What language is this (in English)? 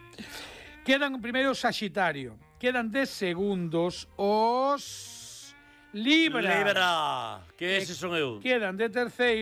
Galician